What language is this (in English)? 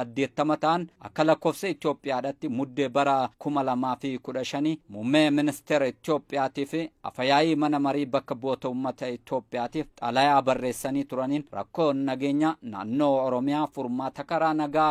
Oromo